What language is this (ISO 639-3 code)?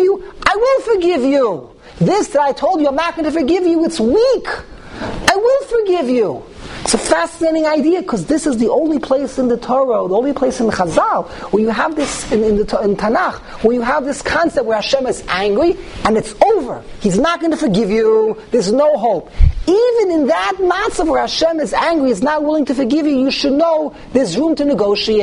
eng